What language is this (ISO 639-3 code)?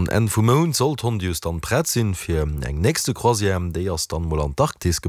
ltz